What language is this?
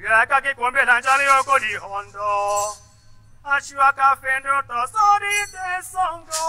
Tetela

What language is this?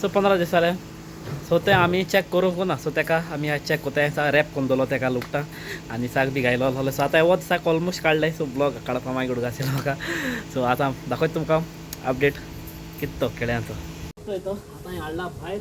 Konkani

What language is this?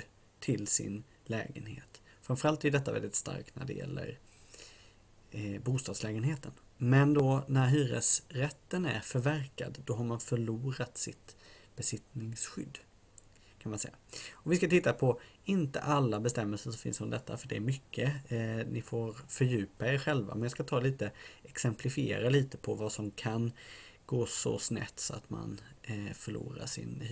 Swedish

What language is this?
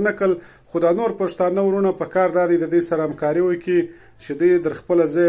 Pashto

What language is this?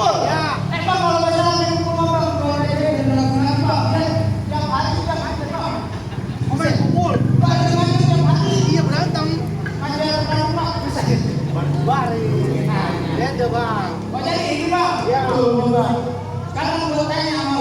Betawi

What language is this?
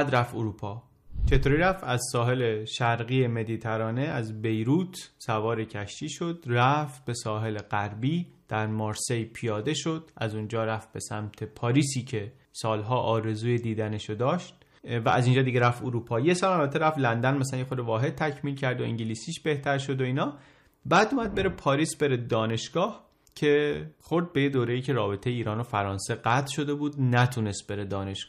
Persian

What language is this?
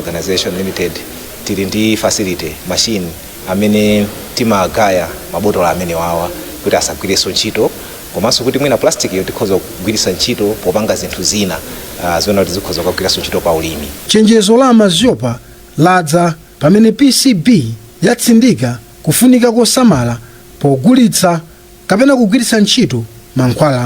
Nyanja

